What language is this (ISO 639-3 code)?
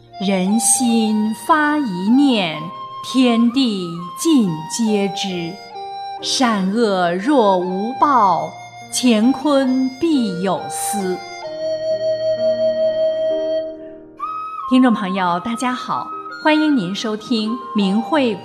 zho